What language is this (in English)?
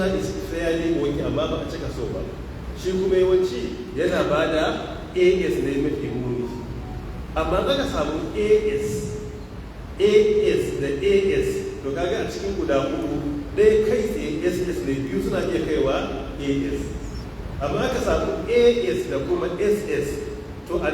Hausa